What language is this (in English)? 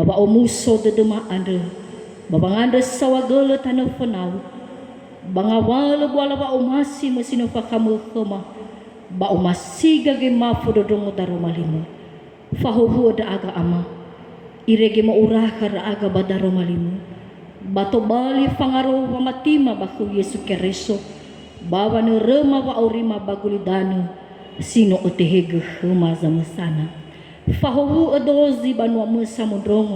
Nias